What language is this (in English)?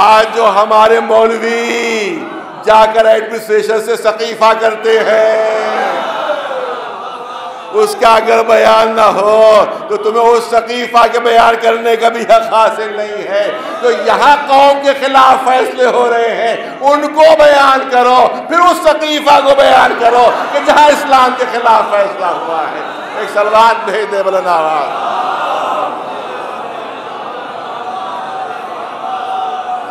Urdu